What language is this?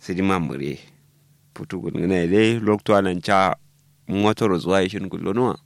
Kanuri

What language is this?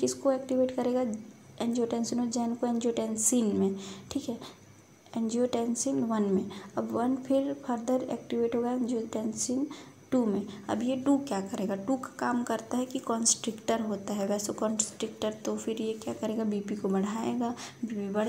Hindi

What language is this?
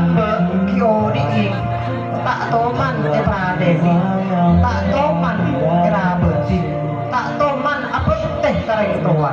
Madurese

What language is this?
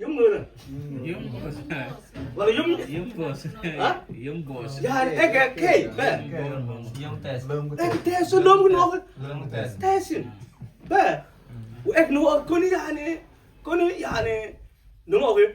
Mabaan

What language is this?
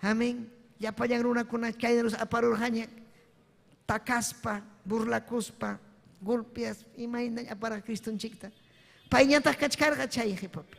Ayacucho Quechua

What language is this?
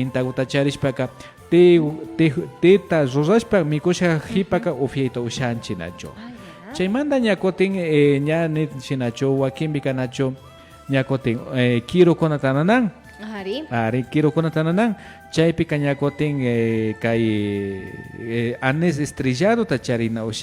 Imbabura Highland Quichua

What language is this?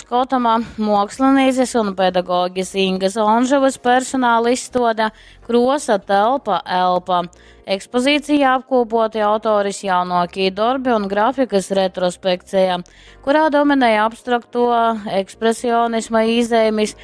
Latgalian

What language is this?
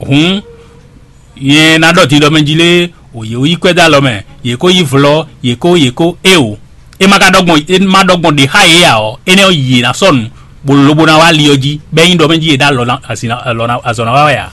Fon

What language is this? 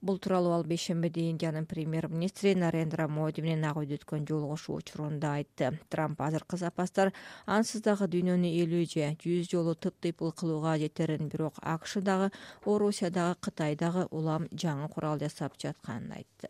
Kyrgyz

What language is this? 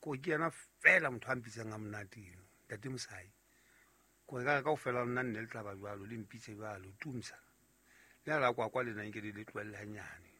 Southern Sotho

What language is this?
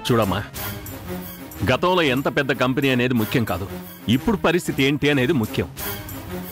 Telugu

